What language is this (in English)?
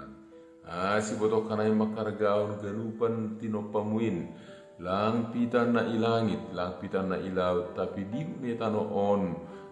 Batak Simalungun